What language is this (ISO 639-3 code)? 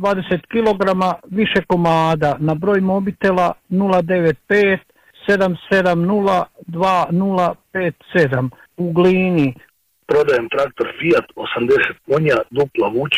hrv